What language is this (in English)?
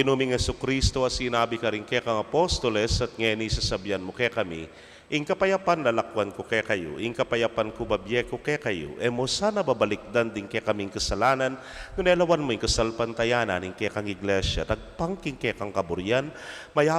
Pampanga